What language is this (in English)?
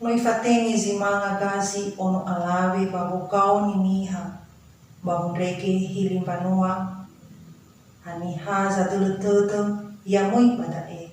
Nias